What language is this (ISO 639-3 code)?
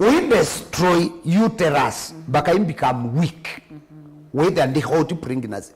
kam